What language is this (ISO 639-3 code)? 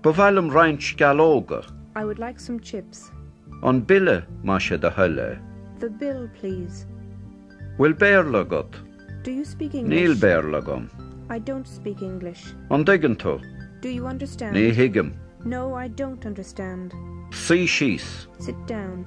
gle